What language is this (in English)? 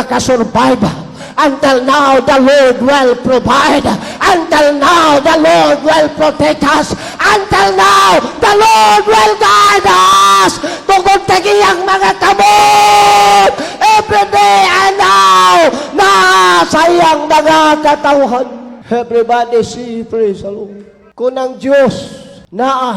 Cebuano